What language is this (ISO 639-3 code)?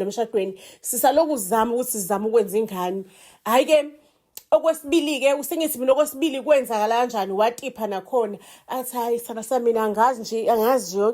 zul